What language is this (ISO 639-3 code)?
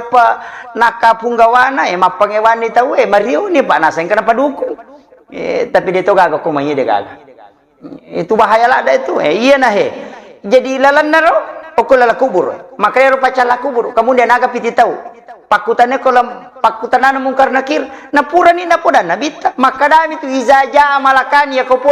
bug